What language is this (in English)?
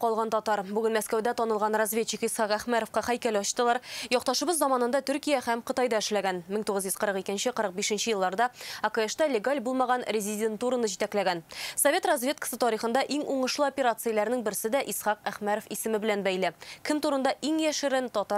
Tatar